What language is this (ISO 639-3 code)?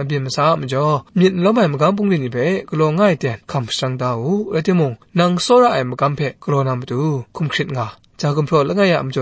kac